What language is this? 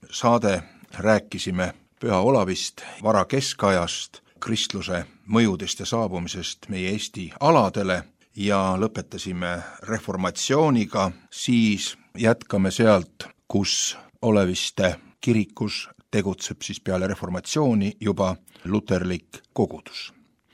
Estonian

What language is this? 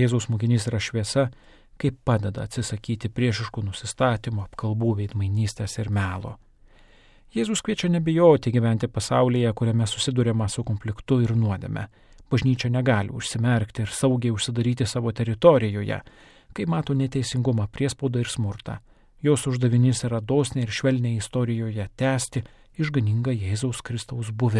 Lithuanian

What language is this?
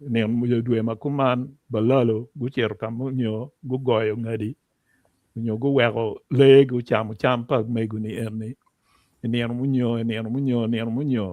Acoli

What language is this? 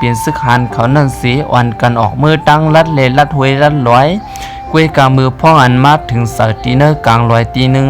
Shan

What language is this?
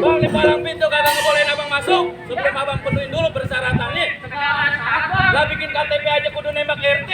Betawi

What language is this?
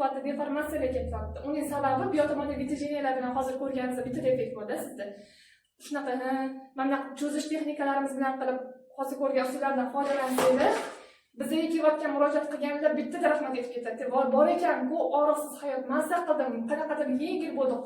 Uzbek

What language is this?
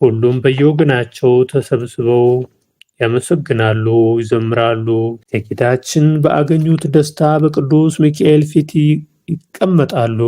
Amharic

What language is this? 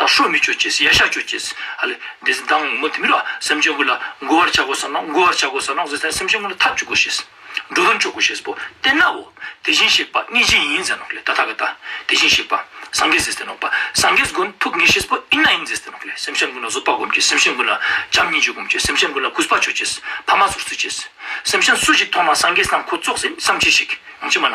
Ladakhi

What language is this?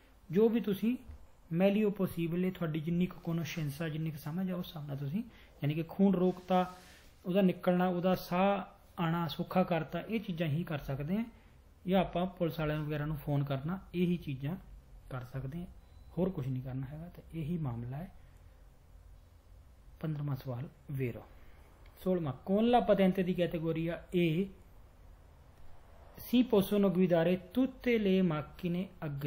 Punjabi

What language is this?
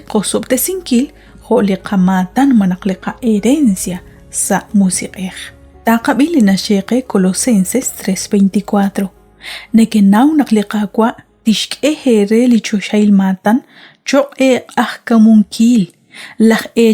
Kekchí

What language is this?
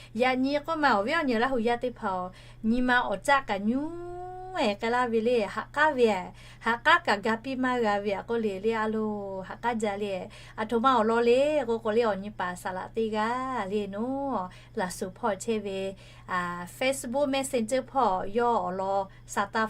Lahu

